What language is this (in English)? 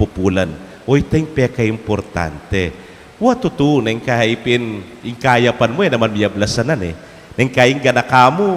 Pampanga